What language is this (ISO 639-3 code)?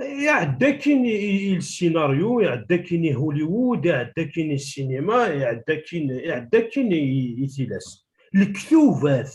kab